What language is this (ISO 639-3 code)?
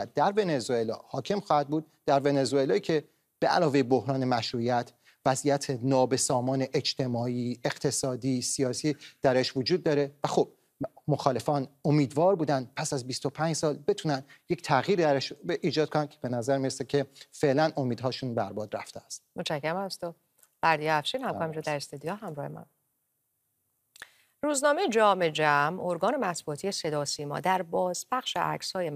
fas